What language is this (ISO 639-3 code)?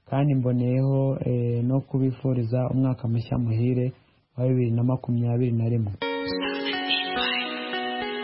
kin